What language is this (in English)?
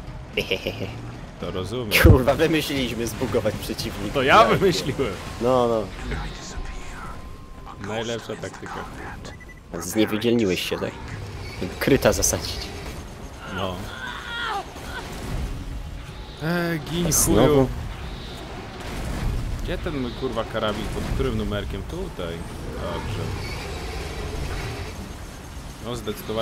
Polish